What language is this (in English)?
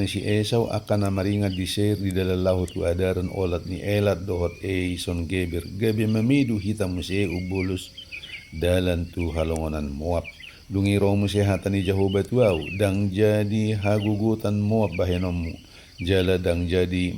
Batak Toba